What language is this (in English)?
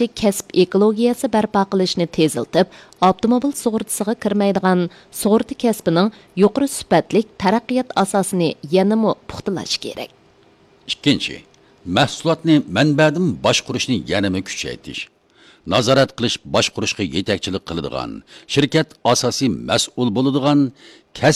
Uyghur